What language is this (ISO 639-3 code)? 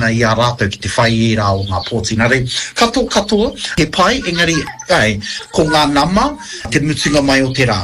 mri